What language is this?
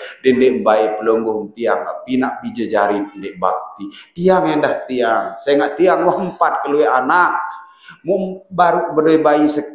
Sasak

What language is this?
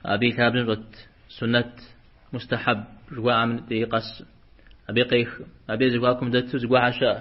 Kabardian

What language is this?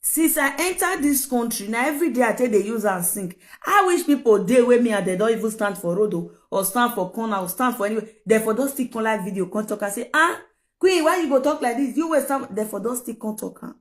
Nigerian Pidgin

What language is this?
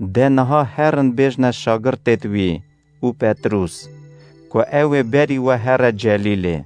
Kurdish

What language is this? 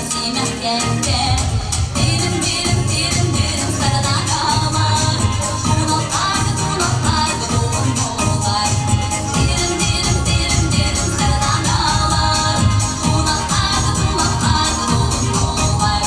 Yakut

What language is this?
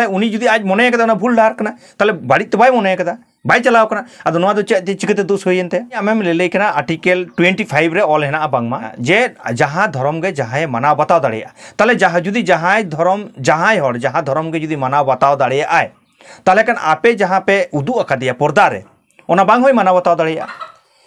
Santali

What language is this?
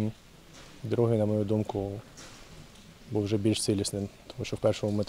Ukrainian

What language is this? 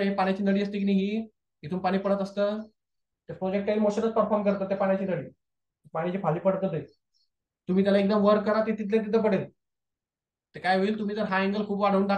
Marathi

